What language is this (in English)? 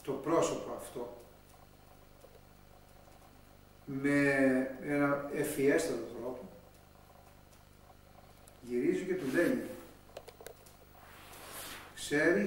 Greek